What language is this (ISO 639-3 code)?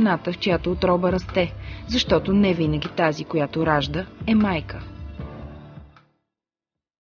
bul